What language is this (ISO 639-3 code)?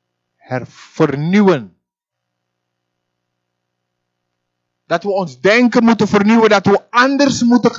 nld